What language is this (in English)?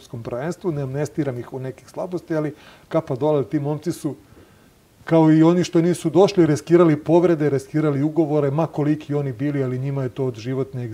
Serbian